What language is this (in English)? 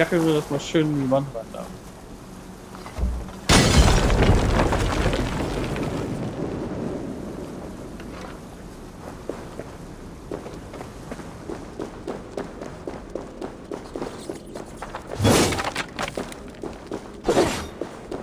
German